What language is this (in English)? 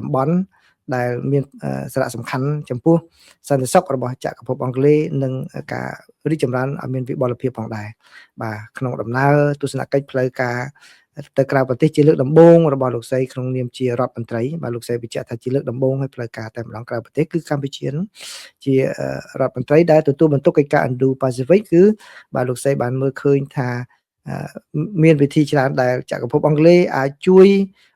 Khmer